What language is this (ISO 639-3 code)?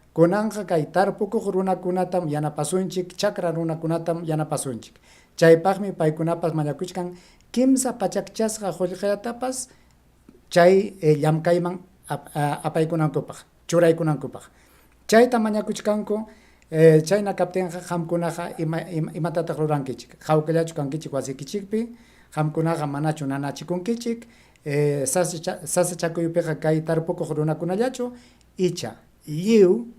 quy